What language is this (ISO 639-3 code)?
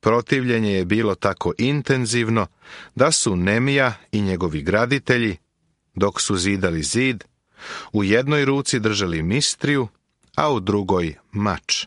srp